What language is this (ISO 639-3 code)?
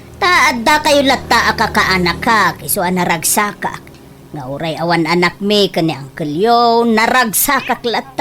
ilo